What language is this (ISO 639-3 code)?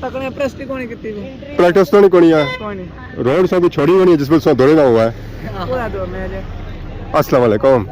phr